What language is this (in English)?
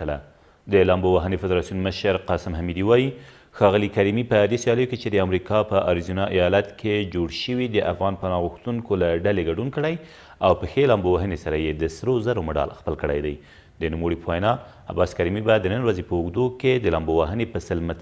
Pashto